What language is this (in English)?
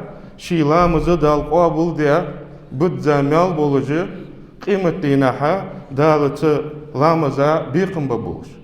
Ingush